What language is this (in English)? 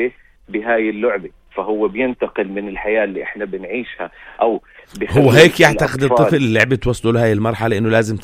North Levantine Arabic